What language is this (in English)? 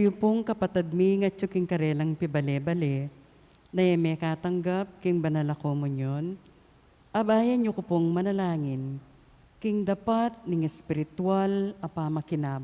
Pampanga